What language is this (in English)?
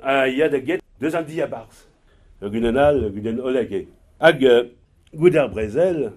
Breton